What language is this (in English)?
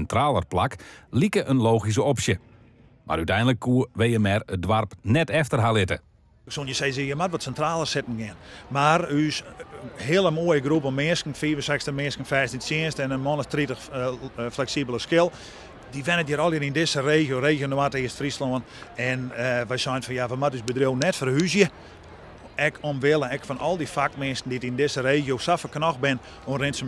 Western Frisian